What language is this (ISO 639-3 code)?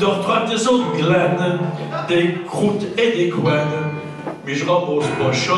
pcd